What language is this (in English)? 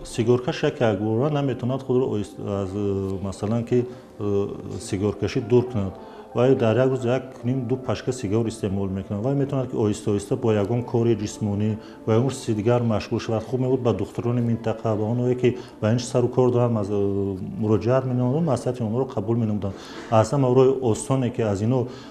Tajik